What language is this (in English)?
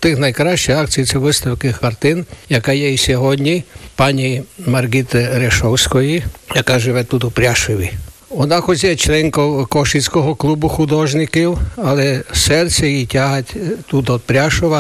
Ukrainian